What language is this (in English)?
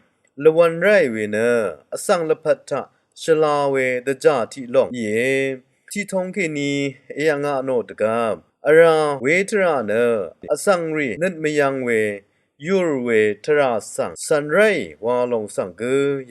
Rawang